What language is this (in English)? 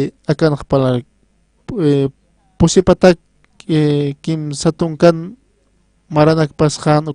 Aymara